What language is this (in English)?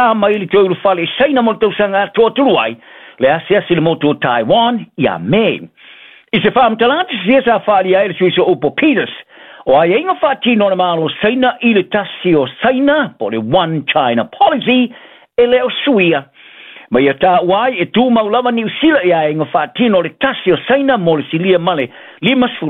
Samoan